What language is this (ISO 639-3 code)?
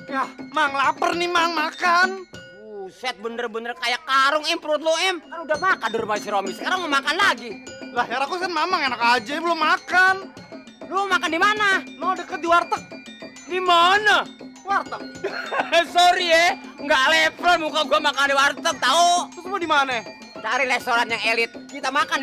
bew